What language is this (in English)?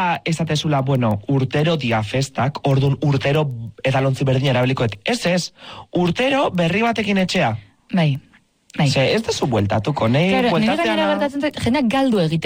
Basque